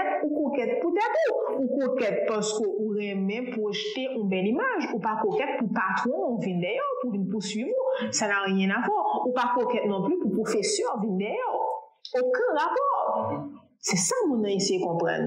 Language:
Haitian Creole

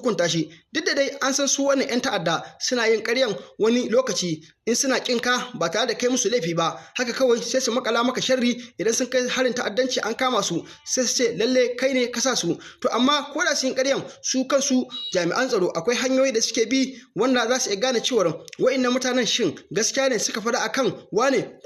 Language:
Hausa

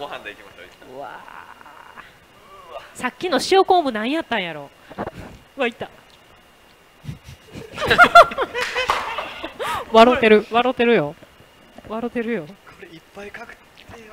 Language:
Japanese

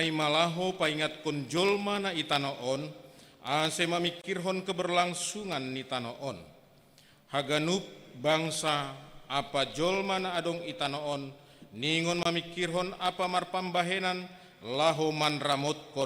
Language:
Batak Simalungun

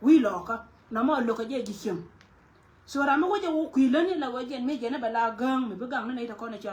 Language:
Nuer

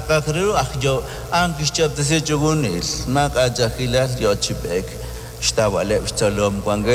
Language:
Kekchí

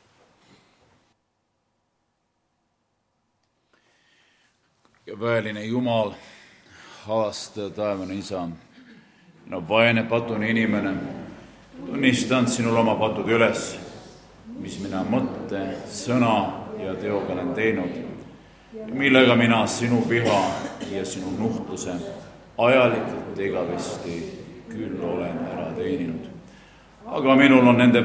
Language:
Estonian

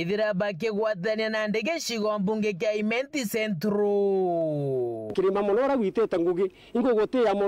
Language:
Meru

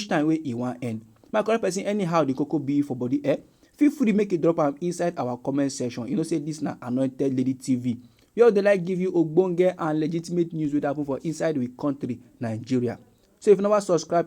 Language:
Nigerian Pidgin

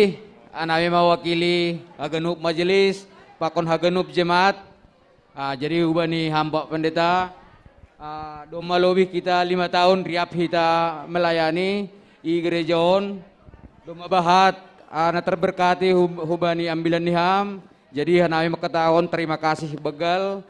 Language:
Batak Simalungun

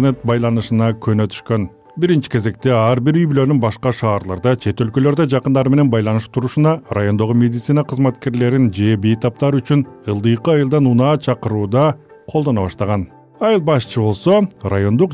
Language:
Kyrgyz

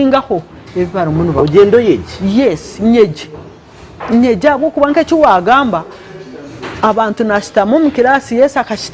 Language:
Nyankole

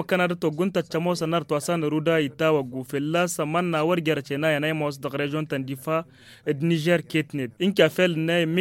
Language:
Tamasheq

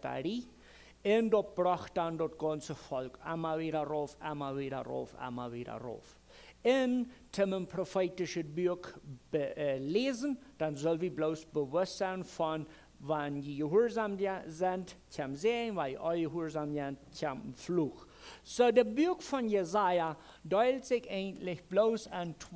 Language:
Plautdietsch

